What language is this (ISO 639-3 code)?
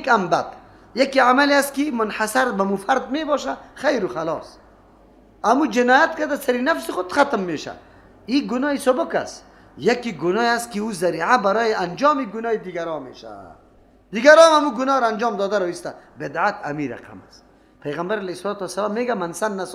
fas